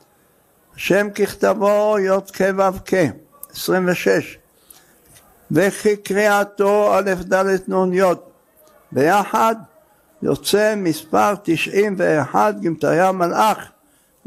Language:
Hebrew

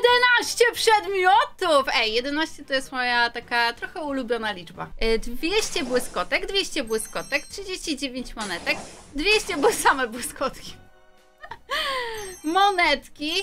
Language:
Polish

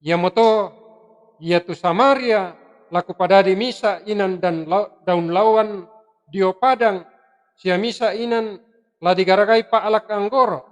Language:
Toraja-Sa'dan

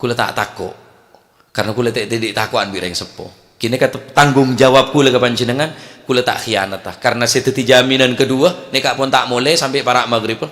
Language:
Madurese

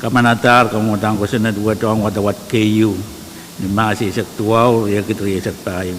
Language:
Pohnpeian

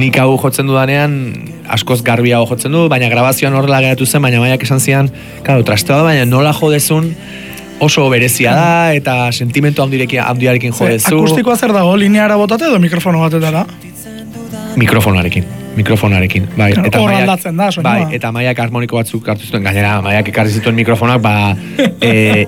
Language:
Basque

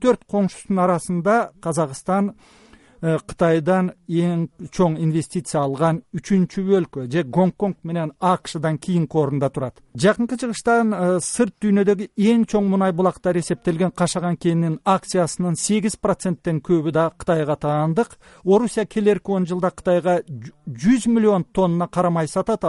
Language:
Kyrgyz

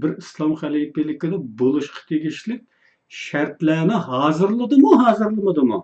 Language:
Uyghur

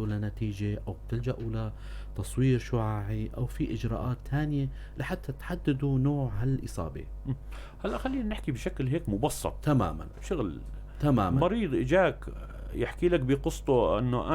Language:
North Levantine Arabic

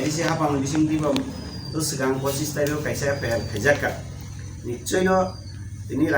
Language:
Kok Borok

